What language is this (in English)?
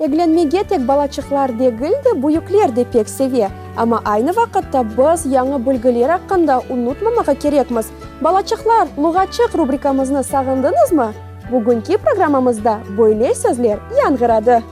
Crimean Tatar